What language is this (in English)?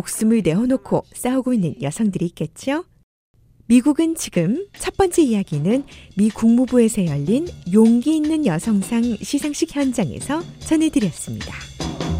Korean